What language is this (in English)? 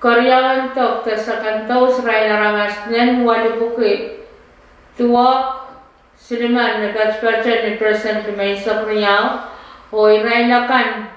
Pohnpeian